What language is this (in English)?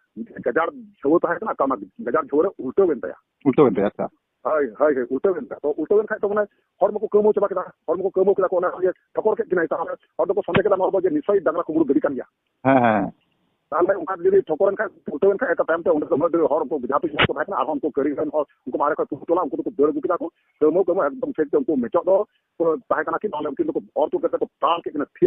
Santali